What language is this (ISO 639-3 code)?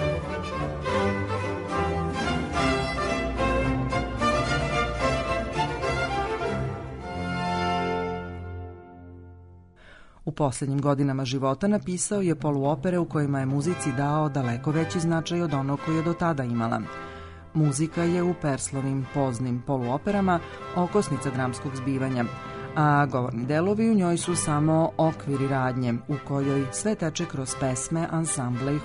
srp